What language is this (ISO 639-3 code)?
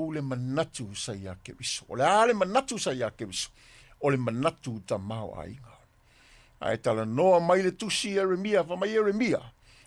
smo